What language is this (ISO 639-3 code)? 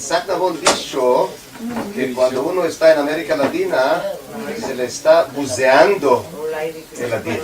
lad